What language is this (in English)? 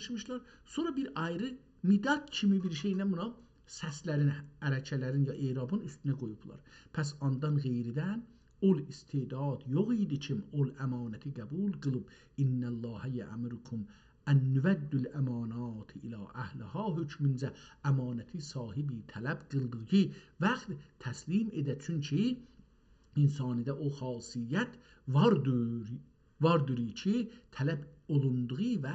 South Azerbaijani